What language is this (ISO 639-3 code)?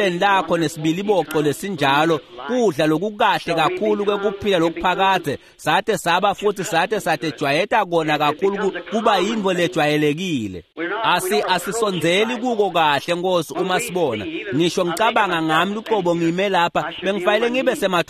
ssw